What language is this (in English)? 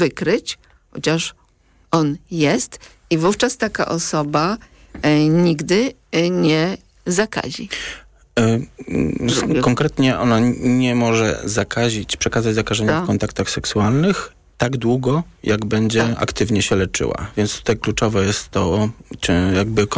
Polish